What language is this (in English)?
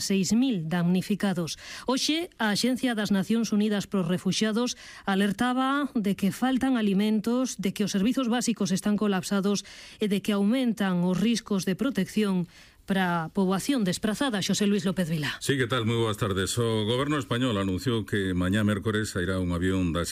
Galician